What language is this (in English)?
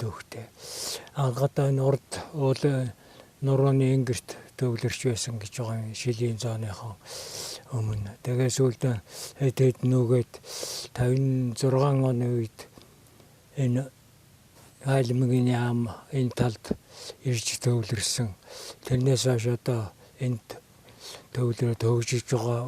Mongolian